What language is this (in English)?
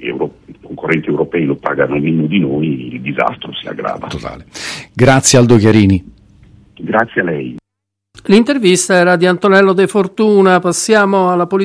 Italian